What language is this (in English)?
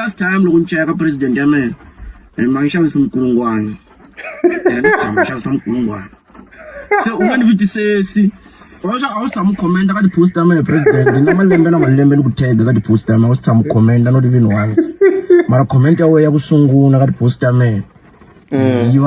Tsonga